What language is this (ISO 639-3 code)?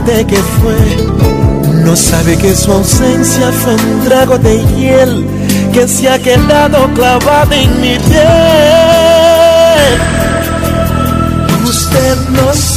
spa